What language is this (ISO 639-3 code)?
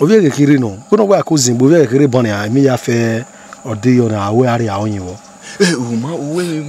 bin